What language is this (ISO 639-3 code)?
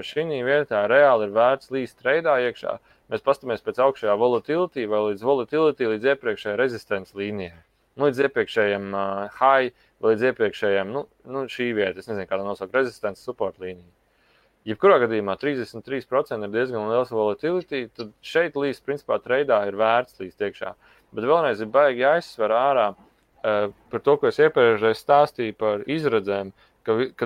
lav